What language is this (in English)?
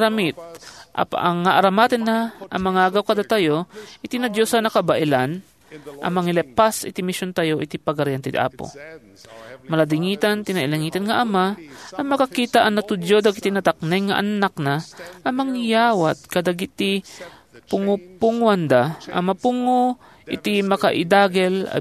Iloko